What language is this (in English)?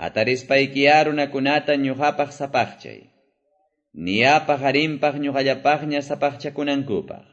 Quechua